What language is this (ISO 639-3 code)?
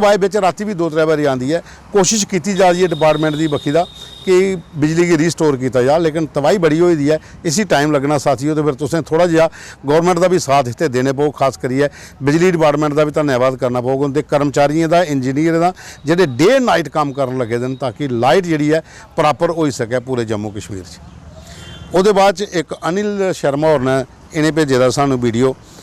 doi